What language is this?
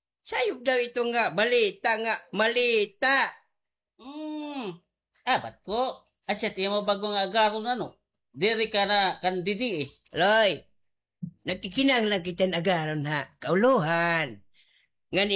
Waray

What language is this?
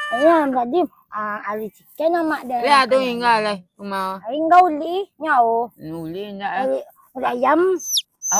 Minangkabau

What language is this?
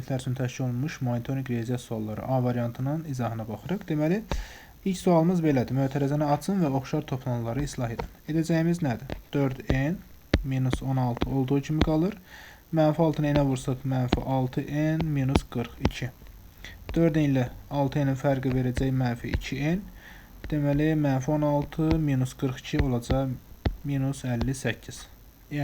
Azerbaijani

